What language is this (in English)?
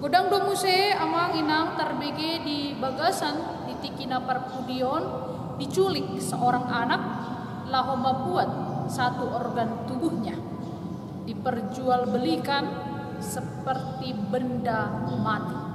Batak Toba